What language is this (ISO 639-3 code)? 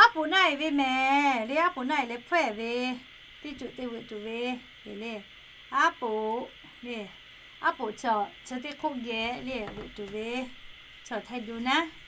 lhu